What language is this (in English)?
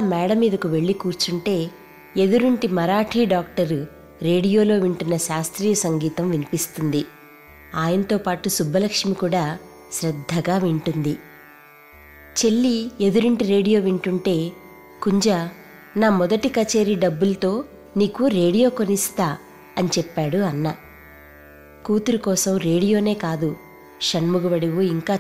Telugu